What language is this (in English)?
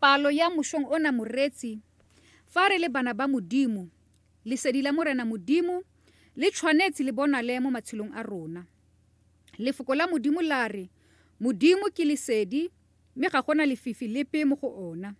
Tswana